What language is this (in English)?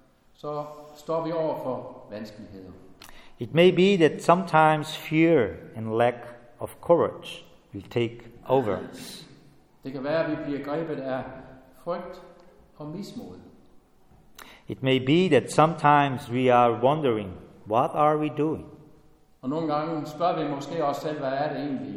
Danish